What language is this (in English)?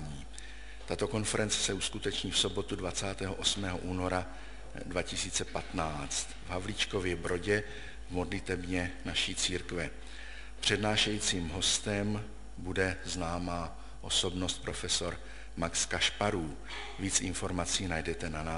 Czech